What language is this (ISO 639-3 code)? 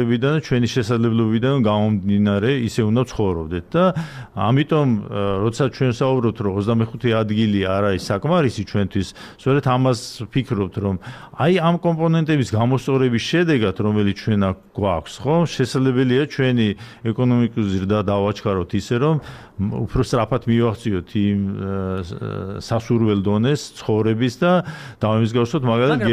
kat